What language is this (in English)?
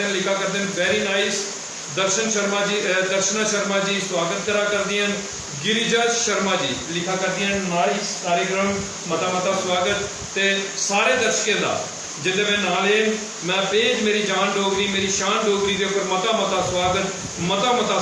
Dogri